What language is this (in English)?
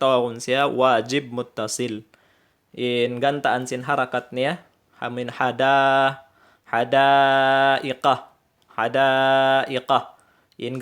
Tausug